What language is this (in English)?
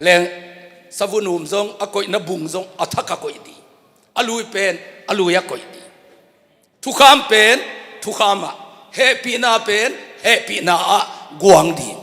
Tedim Chin